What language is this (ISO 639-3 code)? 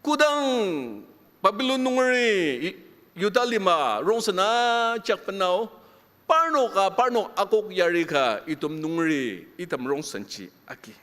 njo